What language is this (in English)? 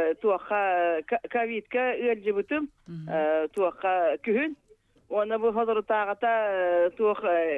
Yakut